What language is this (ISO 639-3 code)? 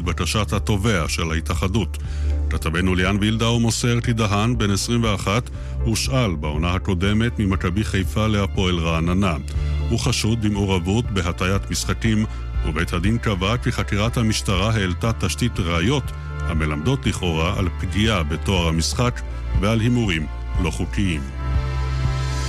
heb